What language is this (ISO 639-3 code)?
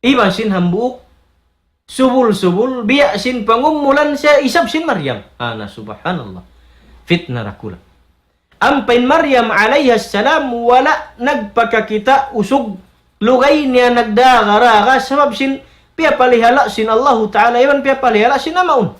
tsg